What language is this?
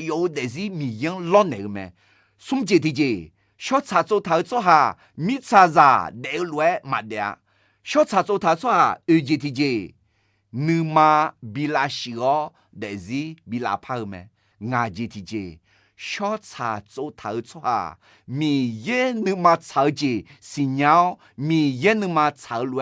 Akha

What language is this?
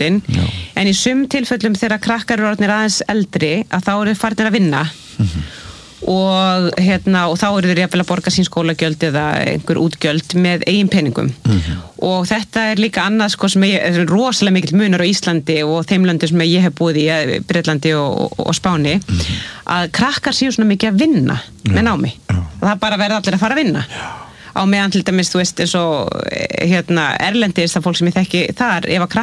Icelandic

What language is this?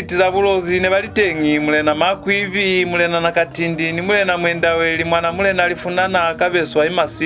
Lozi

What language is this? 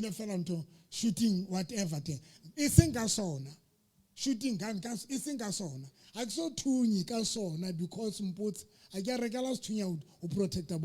Southern Sotho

